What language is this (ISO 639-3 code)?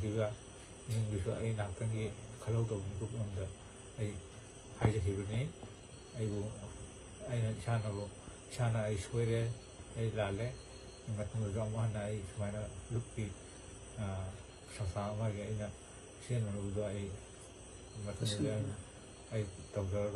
mni